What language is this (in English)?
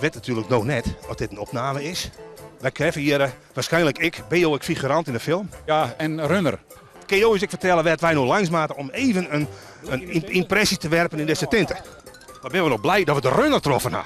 Western Frisian